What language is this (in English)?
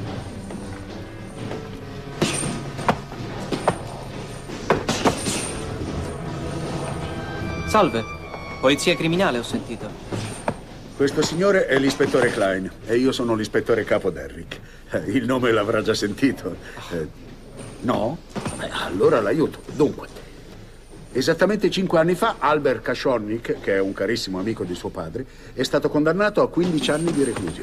Italian